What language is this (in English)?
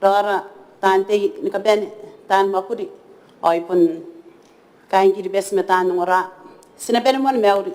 Gilbertese